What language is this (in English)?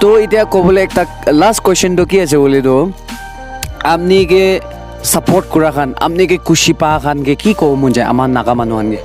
Naga Pidgin